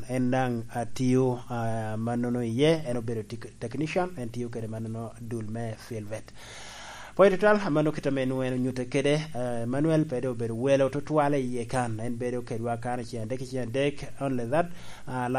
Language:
Lango (Uganda)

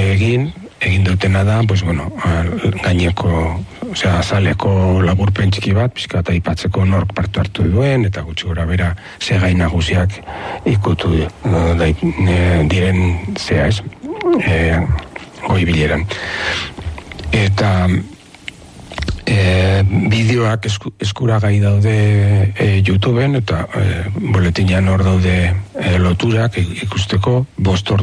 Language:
Basque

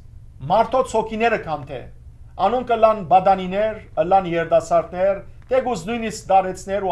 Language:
Western Armenian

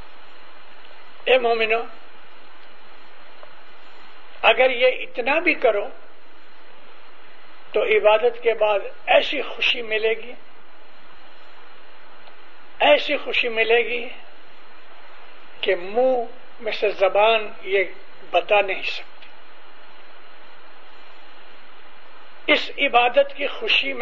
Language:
Urdu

